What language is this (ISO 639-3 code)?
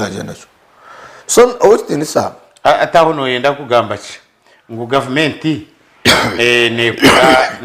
nyn